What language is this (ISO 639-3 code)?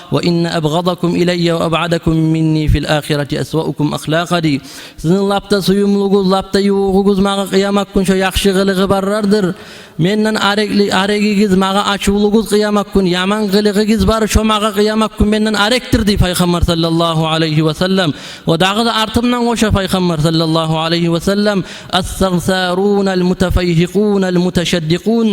kum